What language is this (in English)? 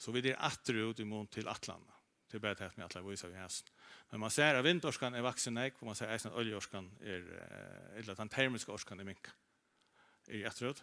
Faroese